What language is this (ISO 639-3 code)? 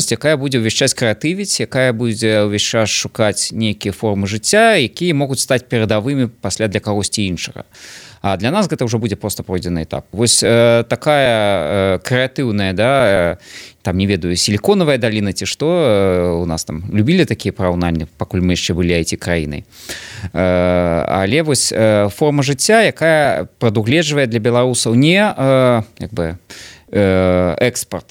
bel